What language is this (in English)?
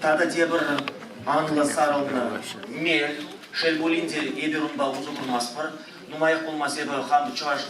Chuvash